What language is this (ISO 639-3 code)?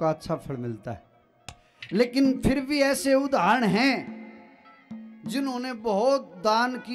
hin